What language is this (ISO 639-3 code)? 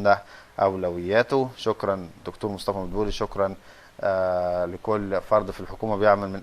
arz